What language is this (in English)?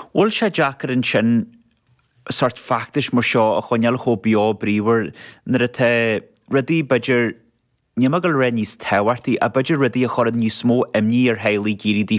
Irish